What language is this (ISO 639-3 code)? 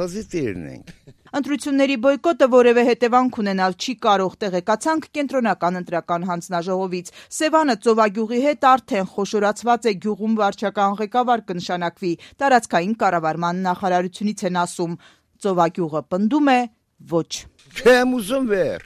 hye